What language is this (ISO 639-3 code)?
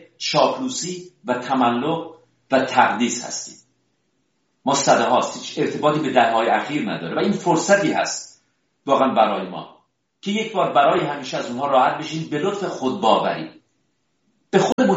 fas